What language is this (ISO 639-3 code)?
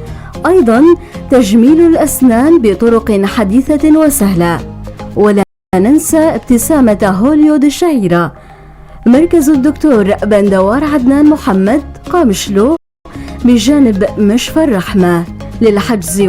apc